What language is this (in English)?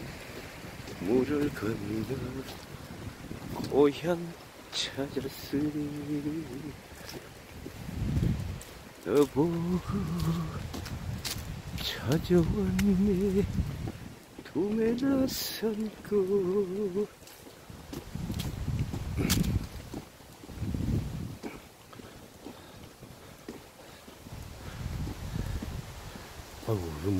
Korean